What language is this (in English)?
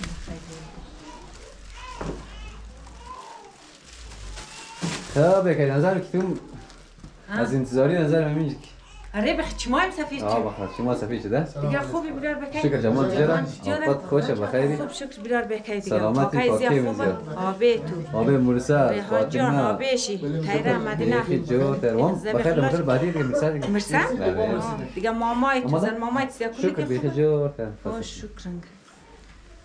Hazaragi